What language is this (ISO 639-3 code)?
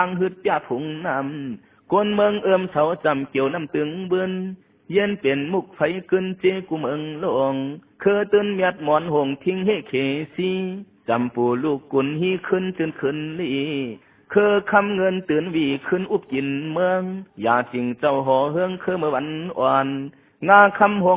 shn